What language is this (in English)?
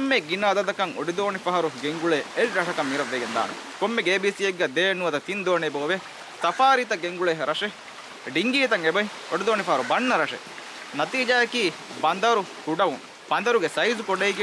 Divehi